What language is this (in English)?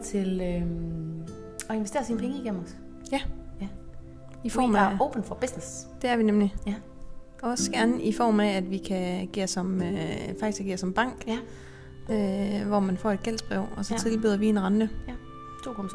Danish